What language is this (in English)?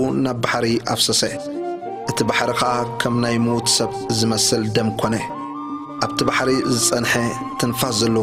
Tigrinya